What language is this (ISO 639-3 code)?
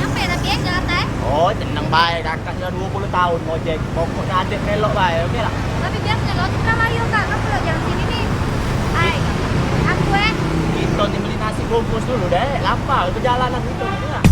mui